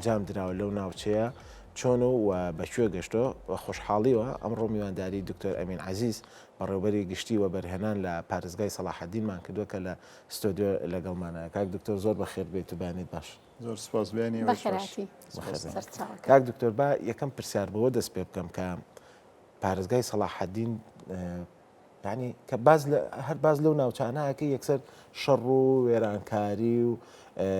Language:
Central Kurdish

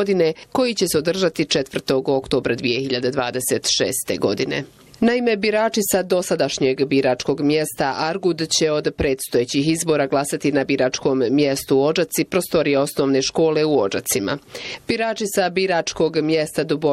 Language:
Bosnian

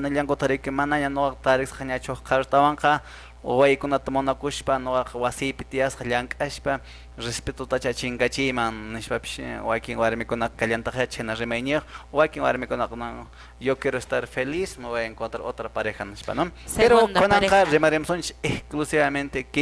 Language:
Quechua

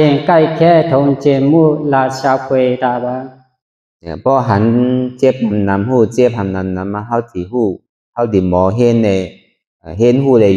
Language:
Shan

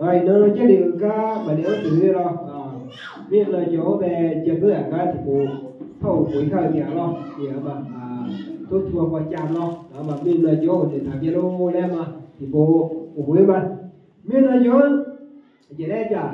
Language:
Akha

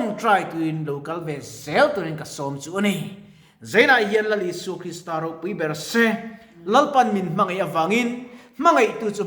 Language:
Mizo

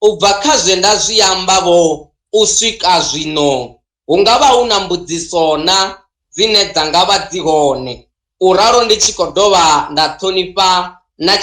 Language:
Venda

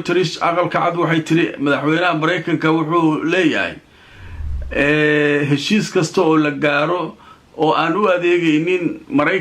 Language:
Somali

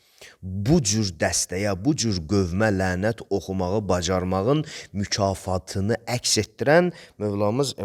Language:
Azerbaijani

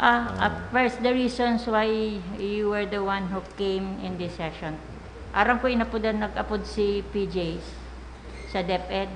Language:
Bikol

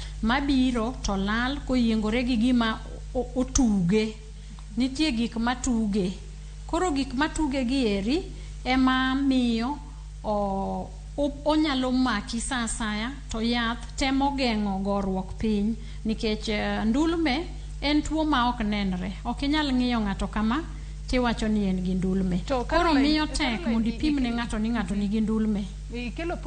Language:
Luo (Kenya and Tanzania)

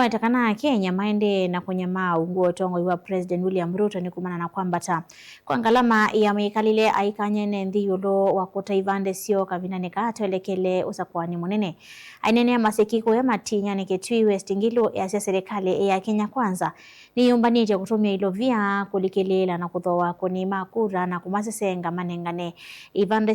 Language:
Kamba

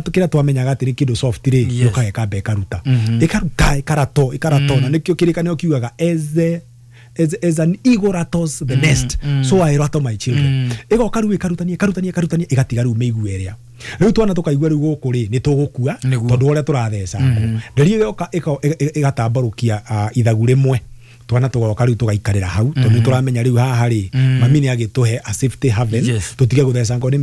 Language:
Kikuyu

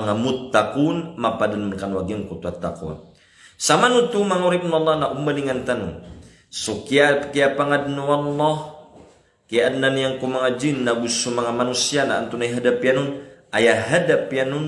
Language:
Maranao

